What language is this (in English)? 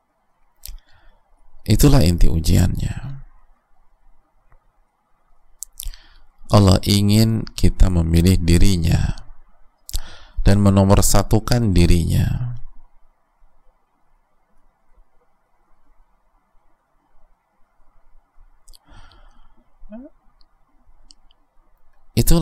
Indonesian